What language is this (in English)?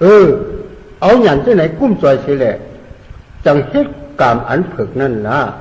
Shan